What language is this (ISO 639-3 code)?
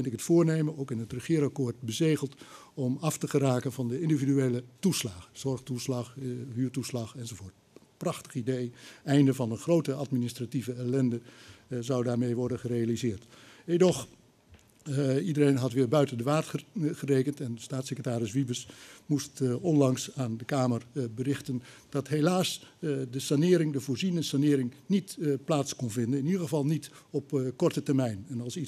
nld